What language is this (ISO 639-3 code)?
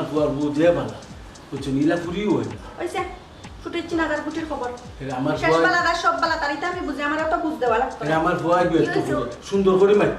syl